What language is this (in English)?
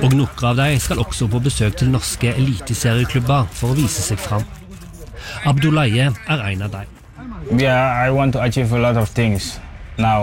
Norwegian